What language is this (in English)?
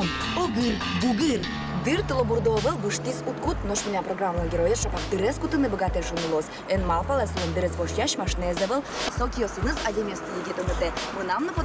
Udmurt